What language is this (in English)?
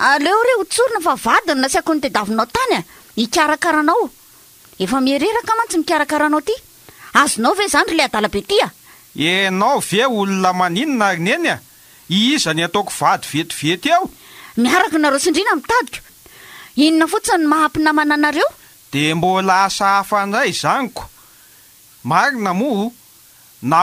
Malagasy